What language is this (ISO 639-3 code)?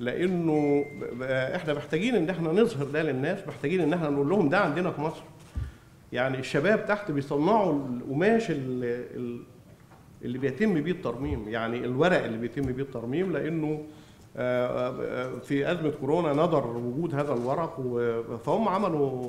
arz